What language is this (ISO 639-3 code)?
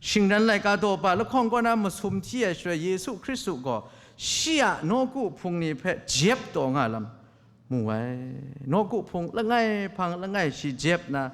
kac